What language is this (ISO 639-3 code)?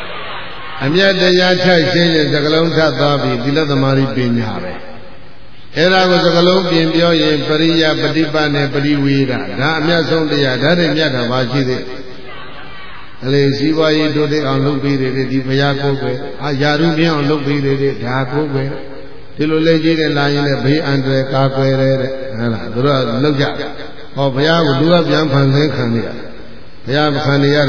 mya